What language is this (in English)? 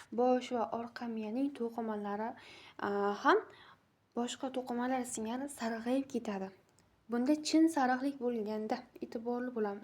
Uzbek